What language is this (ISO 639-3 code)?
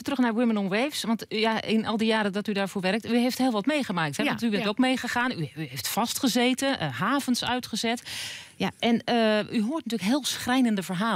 nld